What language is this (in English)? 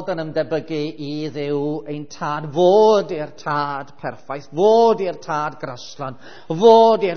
Welsh